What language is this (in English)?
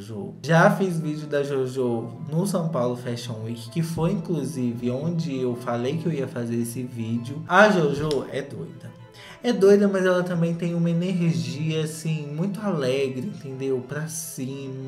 Portuguese